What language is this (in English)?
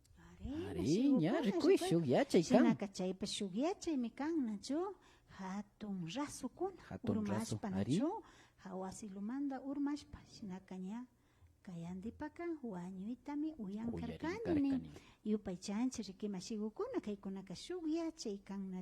Imbabura Highland Quichua